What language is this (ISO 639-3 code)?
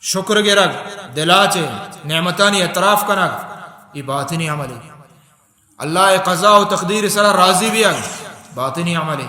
bal